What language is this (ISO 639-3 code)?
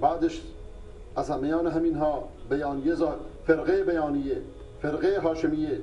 fas